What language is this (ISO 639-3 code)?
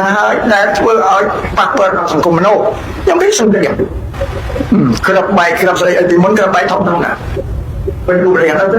khm